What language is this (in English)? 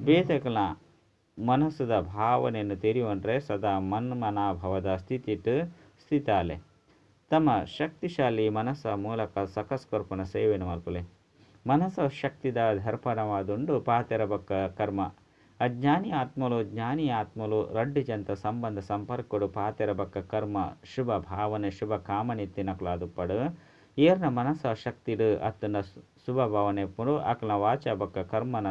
Tulu